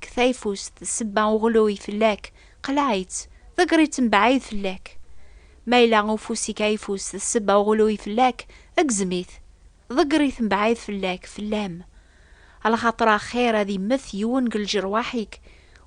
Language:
Kabyle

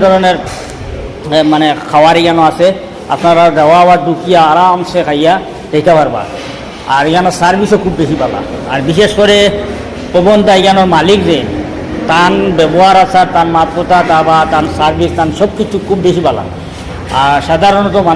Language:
Sylheti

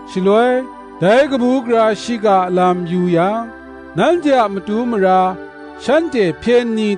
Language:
Kachin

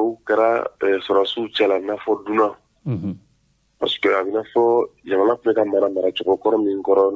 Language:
Bambara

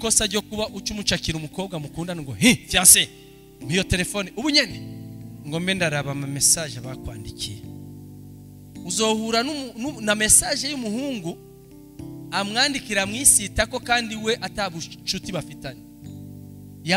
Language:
Rundi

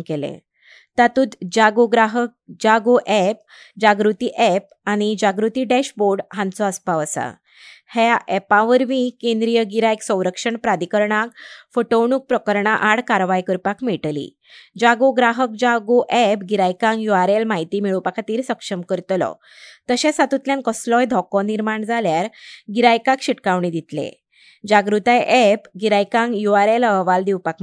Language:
Konkani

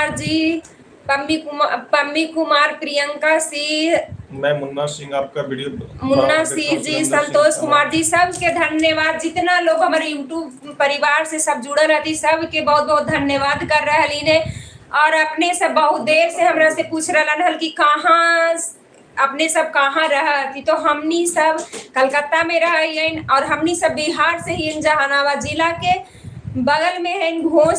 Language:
Magahi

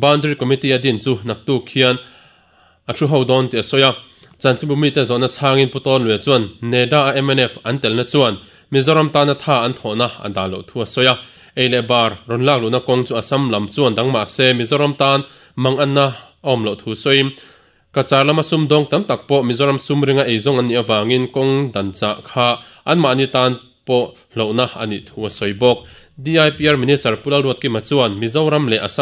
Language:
Mizo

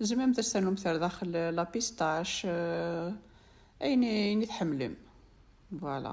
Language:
Kabyle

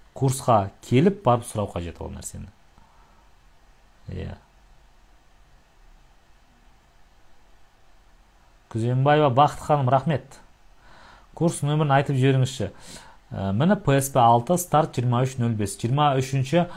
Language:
Kazakh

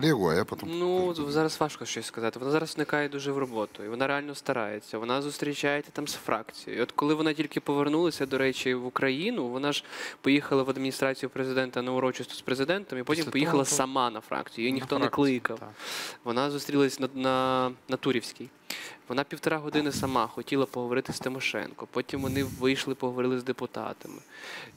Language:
Ukrainian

